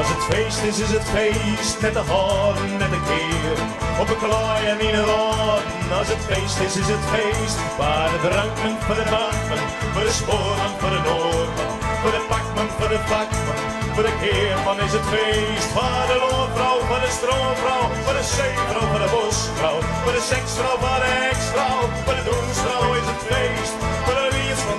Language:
Western Frisian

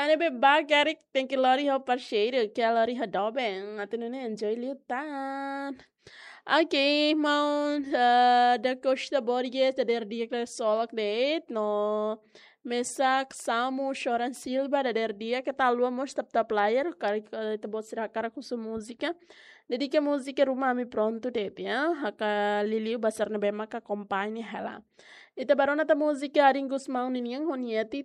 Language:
Tetum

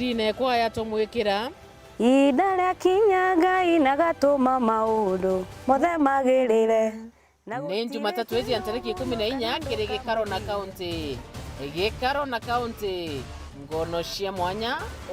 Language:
Meru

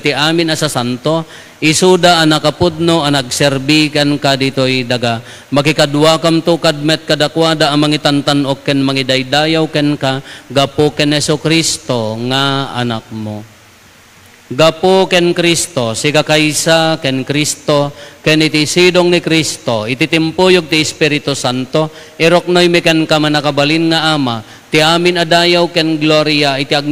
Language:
Iloko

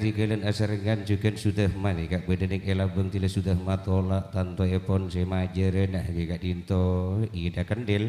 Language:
Madurese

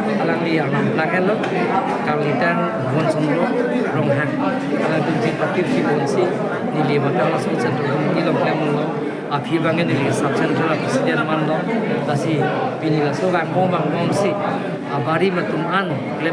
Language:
Karbi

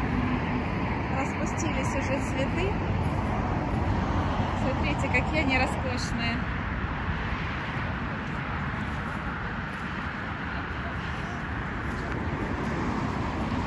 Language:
Russian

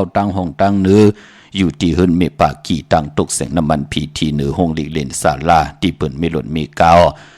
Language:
Shan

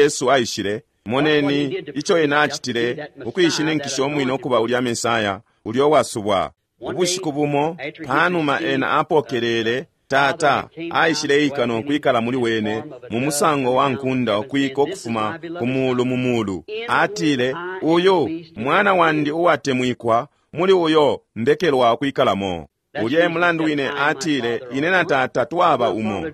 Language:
Bemba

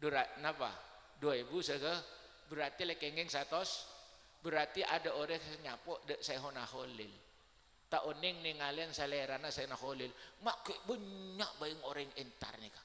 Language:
Madurese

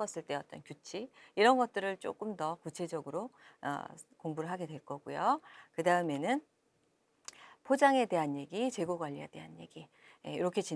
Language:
Korean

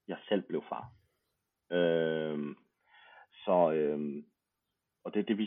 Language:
Danish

